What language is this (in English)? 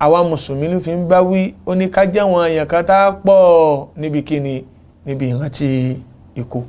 Yoruba